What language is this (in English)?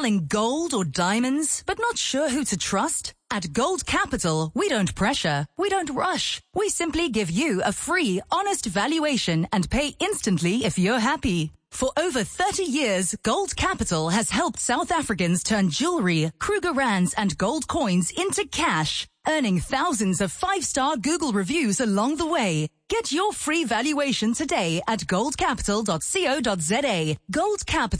English